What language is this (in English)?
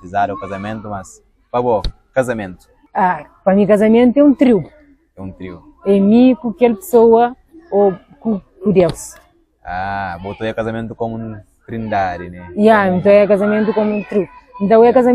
Kabuverdianu